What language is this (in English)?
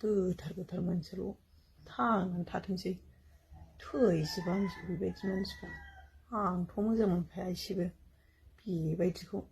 Bodo